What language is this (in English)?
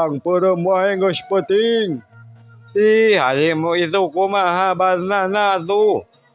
Sundanese